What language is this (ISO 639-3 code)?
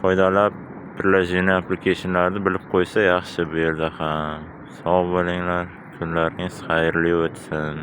uzb